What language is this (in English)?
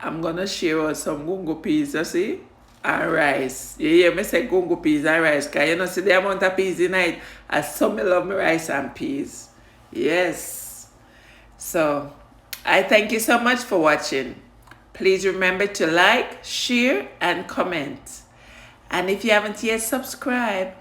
Jamaican Creole English